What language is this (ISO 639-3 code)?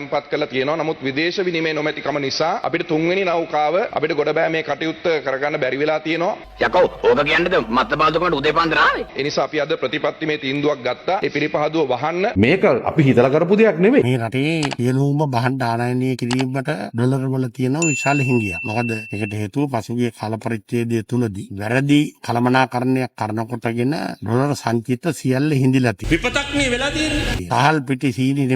sin